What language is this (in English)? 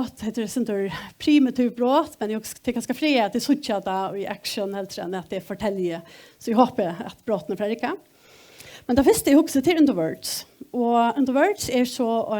Faroese